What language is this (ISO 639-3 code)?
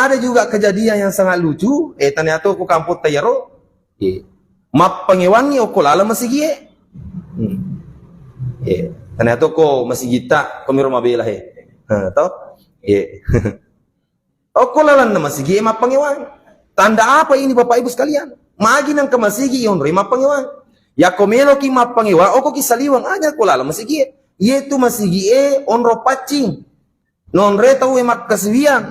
bug